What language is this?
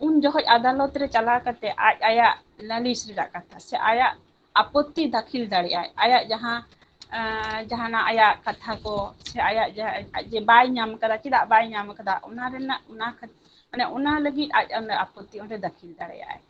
Santali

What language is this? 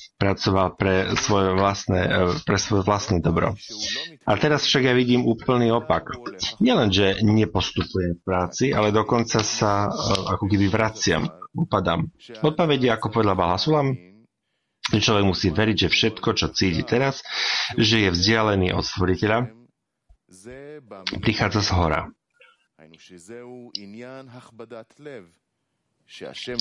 Slovak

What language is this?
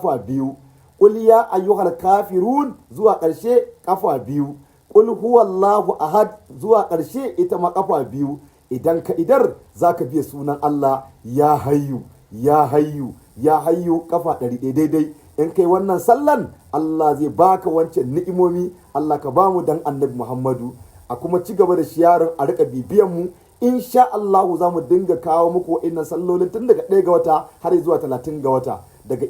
Hausa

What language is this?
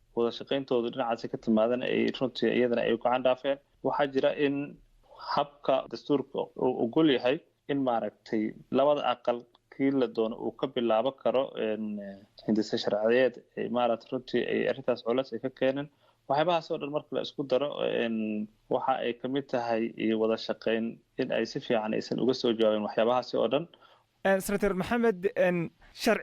Somali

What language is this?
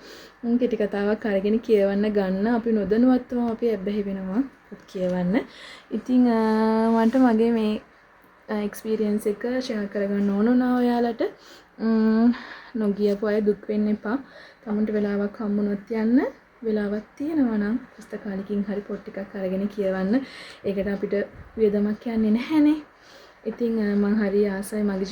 Sinhala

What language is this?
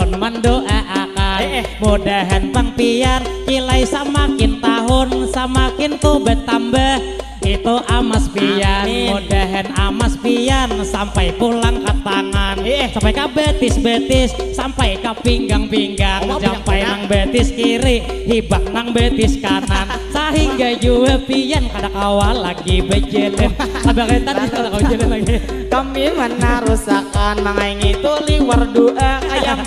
Banjar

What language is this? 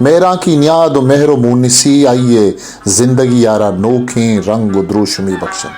Eastern Balochi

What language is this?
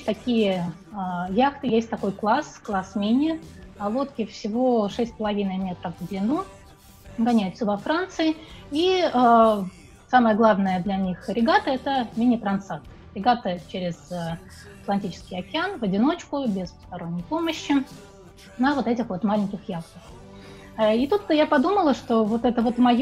Russian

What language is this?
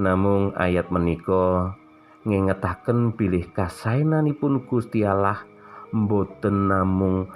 Javanese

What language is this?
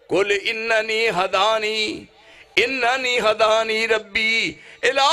Western Panjabi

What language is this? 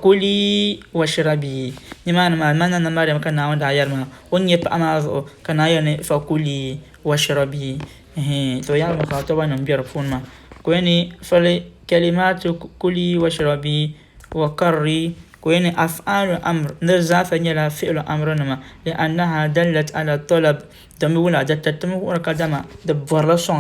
Dagbani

